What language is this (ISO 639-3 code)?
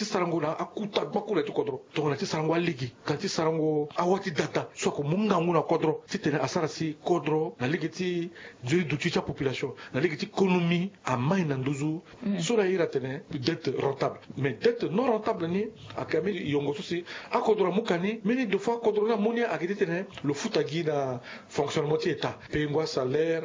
sag